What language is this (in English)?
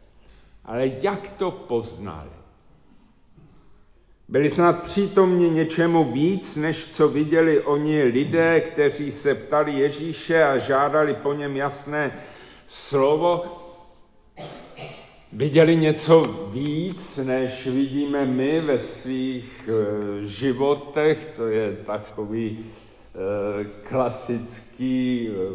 Czech